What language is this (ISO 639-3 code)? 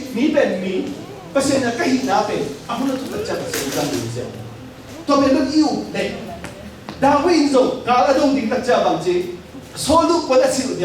ctd